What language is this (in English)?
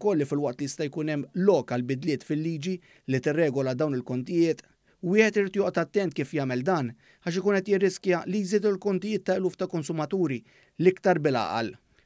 Maltese